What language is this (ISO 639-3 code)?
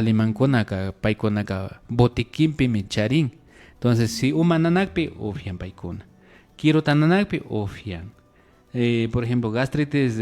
qvi